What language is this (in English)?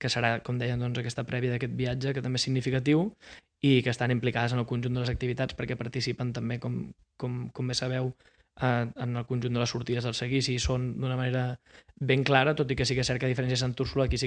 Catalan